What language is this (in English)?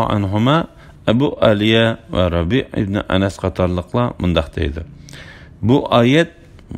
Uyghur